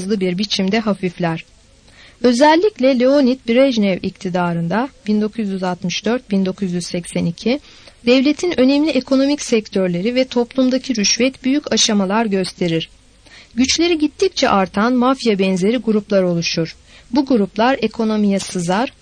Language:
Turkish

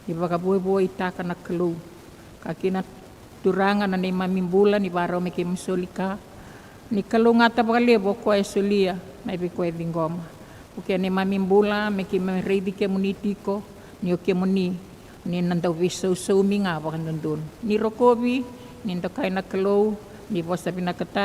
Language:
Fijian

